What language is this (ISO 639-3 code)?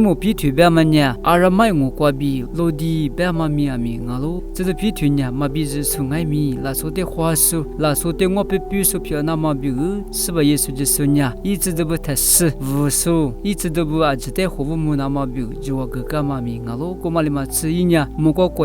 lis